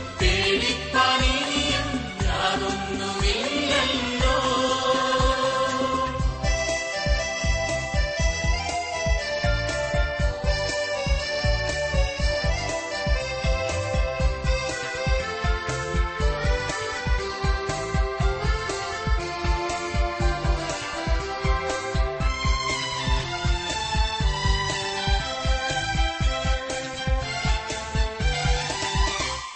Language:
Malayalam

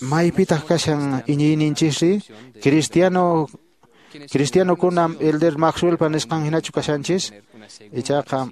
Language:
Quechua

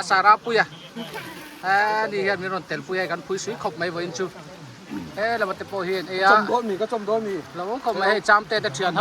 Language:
Mizo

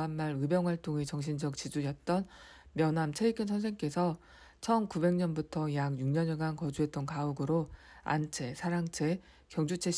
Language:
Korean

